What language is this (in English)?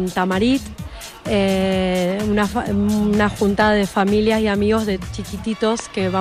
Catalan